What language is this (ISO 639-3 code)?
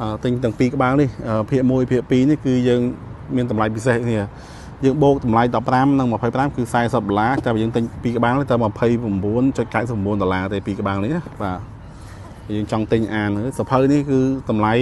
khm